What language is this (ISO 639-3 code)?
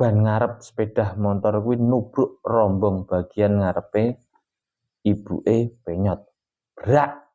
jav